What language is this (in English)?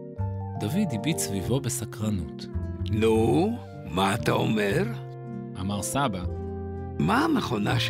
Hebrew